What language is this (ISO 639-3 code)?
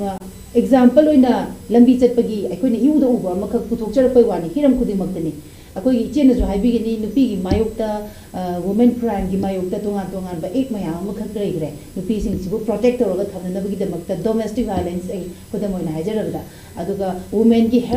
mni